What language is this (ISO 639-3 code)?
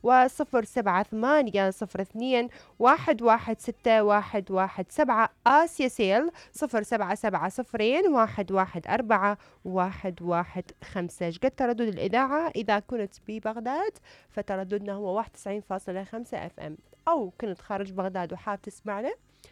acm